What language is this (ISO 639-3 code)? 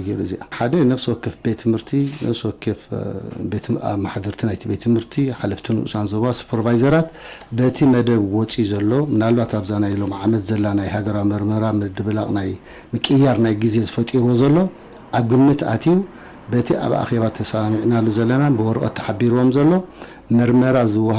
tir